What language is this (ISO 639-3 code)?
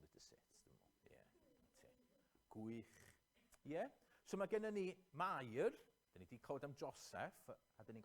cym